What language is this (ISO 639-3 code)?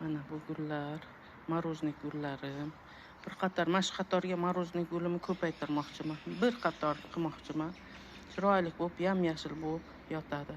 uzb